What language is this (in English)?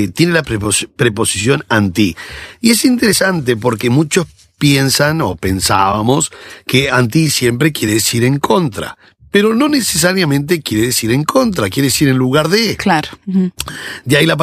Spanish